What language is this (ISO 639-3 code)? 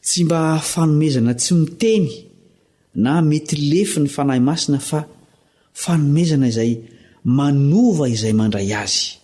mlg